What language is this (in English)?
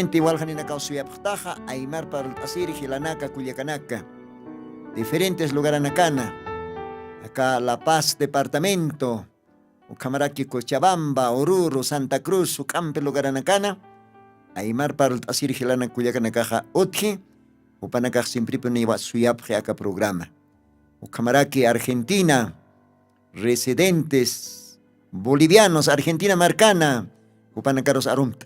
Aymara